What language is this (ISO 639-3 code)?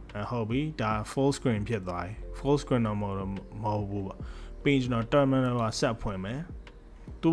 mya